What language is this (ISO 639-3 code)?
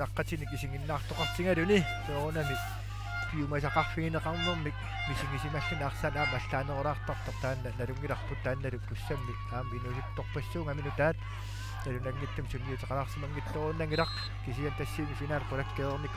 kal